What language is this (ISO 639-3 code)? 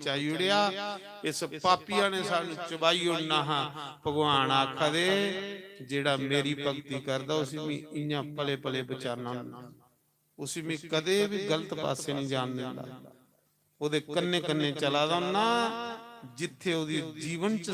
doi